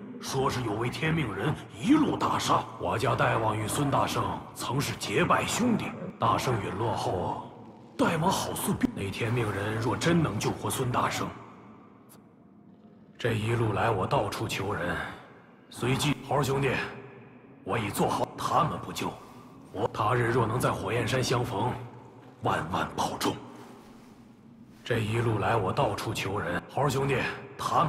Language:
Chinese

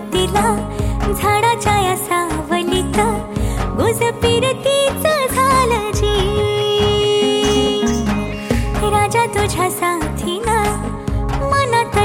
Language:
Marathi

